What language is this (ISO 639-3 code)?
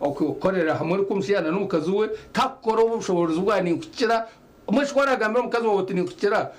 nyn